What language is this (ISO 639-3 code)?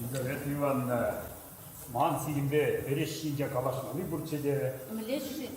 chv